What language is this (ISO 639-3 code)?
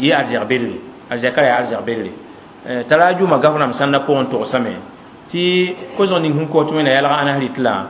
mos